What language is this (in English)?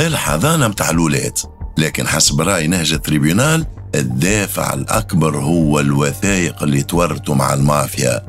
Tunisian Arabic